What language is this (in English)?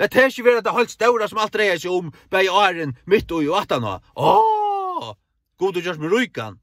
Faroese